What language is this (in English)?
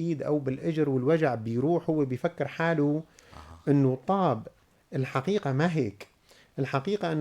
North Levantine Arabic